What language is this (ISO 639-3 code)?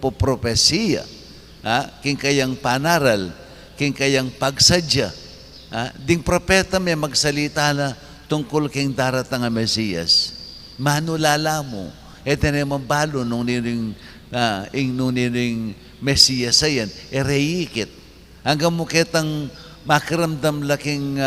pam